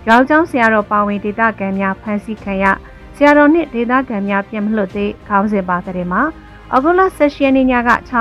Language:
Burmese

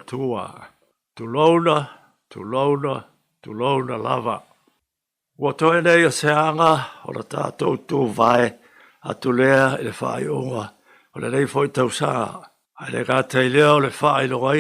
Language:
Samoan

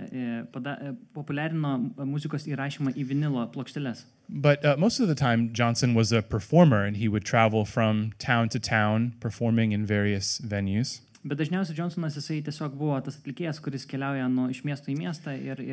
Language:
Lithuanian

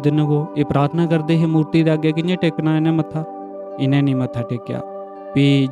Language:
Dogri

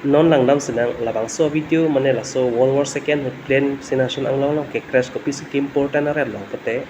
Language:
Karbi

